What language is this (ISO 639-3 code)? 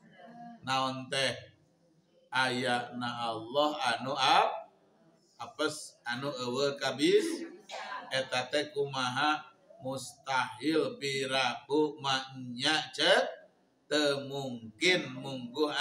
sun